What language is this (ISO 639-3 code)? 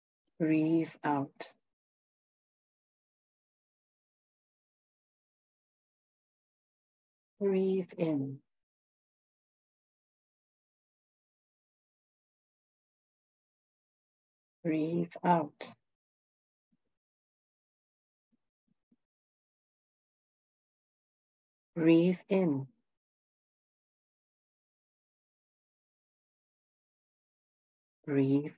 eng